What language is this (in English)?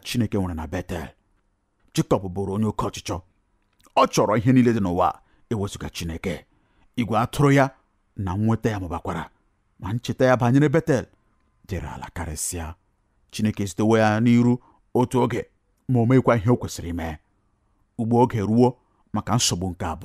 Igbo